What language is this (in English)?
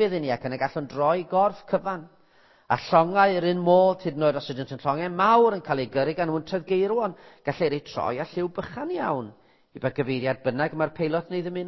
Welsh